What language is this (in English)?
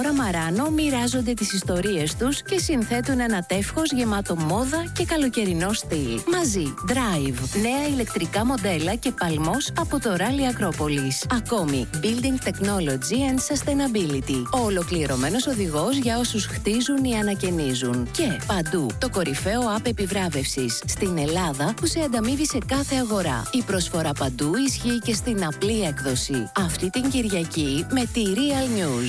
Greek